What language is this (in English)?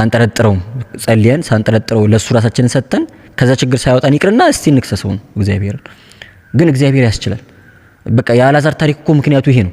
Amharic